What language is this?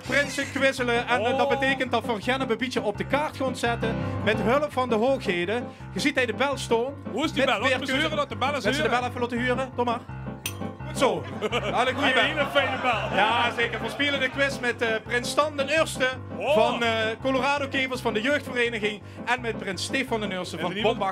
Limburgish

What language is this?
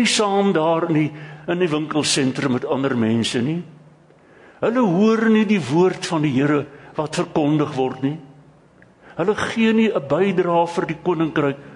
Afrikaans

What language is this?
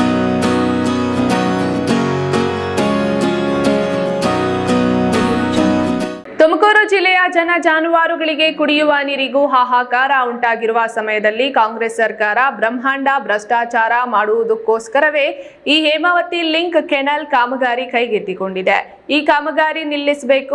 Kannada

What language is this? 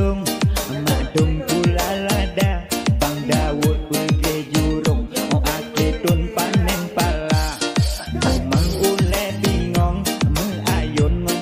Achinese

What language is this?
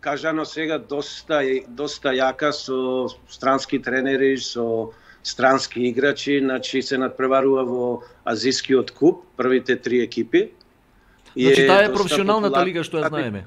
Macedonian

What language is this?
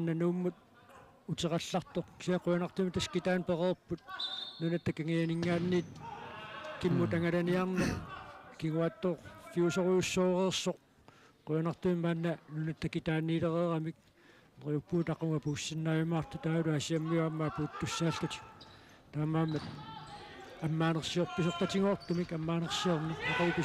Kalaallisut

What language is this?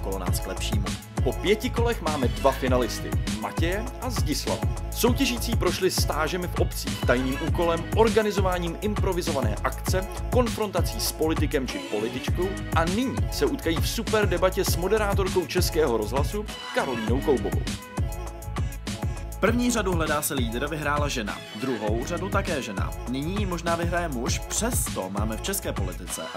Czech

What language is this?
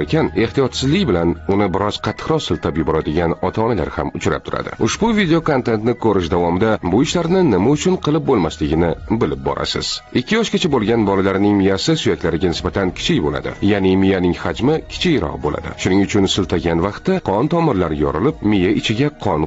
Uzbek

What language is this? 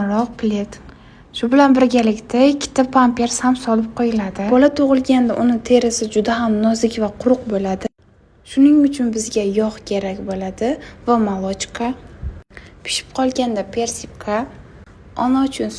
Uzbek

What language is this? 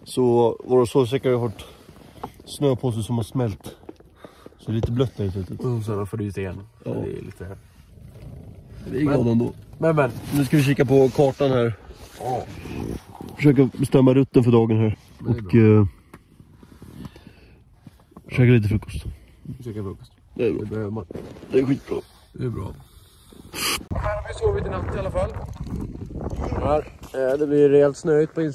Swedish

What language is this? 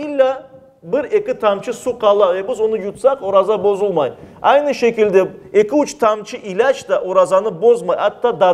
Crimean Tatar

